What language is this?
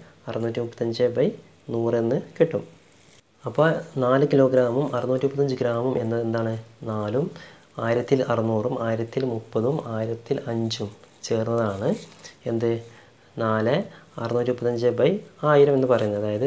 Malayalam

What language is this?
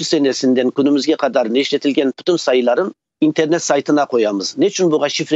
Crimean Tatar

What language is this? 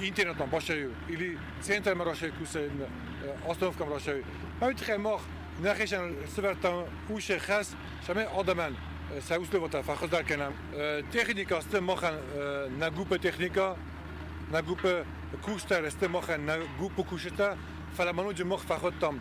Ossetic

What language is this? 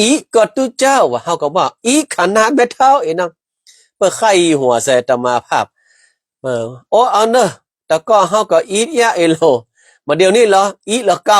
Northern Thai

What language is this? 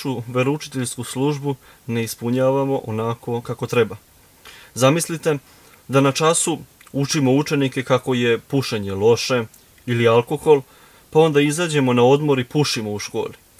Serbian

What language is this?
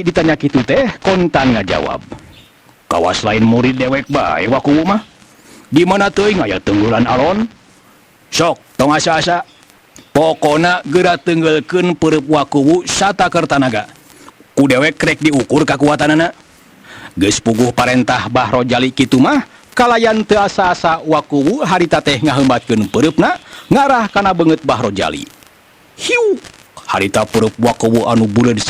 Sundanese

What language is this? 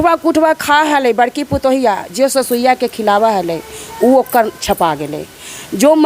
Magahi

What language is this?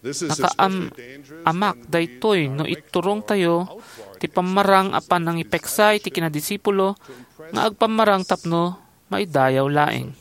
Iloko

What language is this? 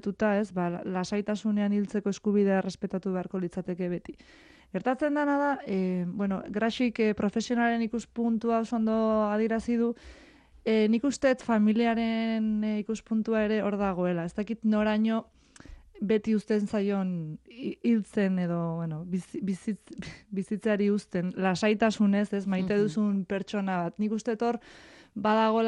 Basque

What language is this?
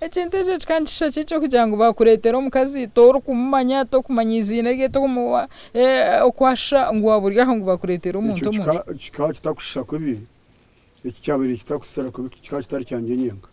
Nyankole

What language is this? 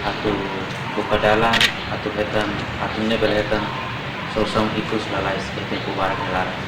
Tetum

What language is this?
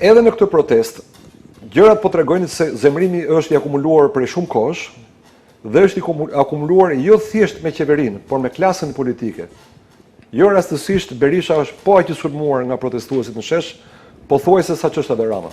Albanian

